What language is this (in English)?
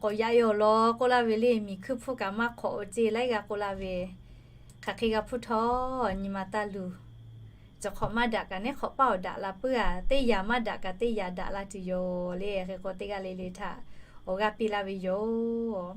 Lahu